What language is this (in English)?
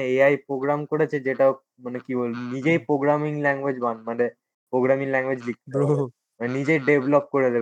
Bangla